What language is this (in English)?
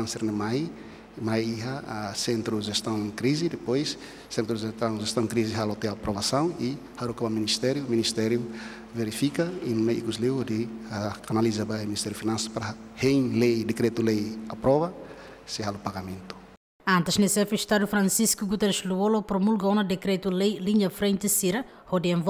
Tetum